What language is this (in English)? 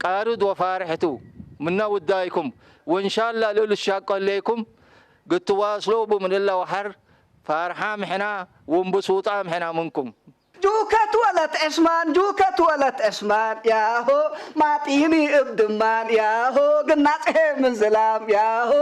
Tigre